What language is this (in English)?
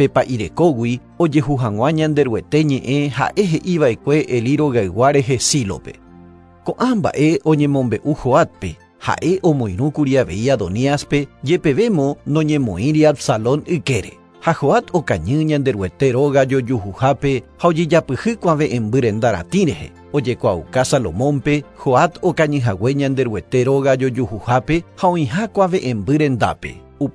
Guarani